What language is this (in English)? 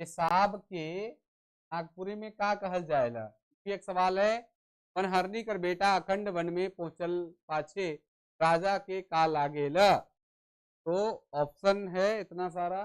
Sadri